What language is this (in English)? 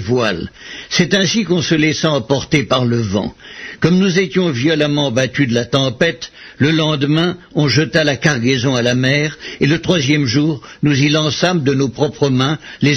French